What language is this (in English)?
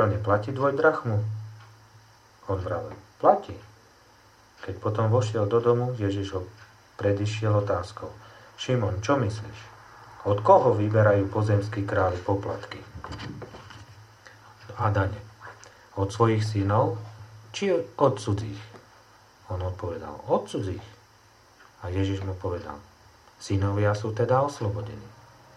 Slovak